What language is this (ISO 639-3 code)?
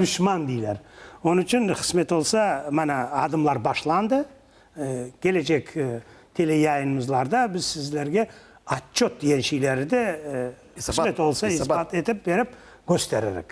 crh